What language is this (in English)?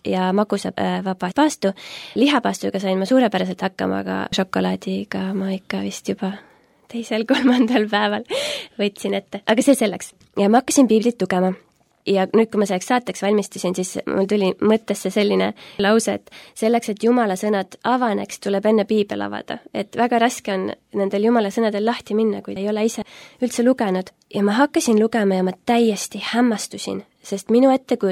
Estonian